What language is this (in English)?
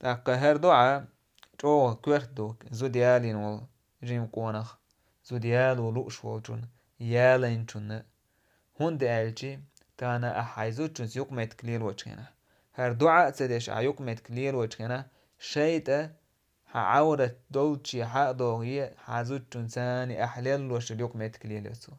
Chechen